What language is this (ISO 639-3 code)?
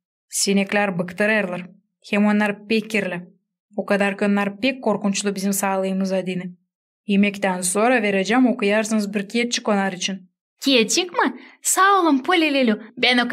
gag